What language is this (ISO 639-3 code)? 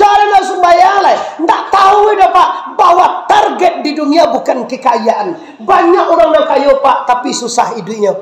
min